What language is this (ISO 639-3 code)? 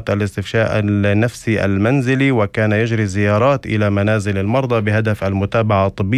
apc